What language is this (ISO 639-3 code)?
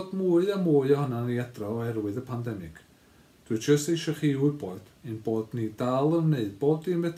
cym